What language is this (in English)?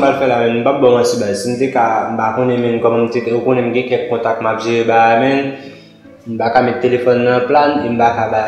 Haitian Creole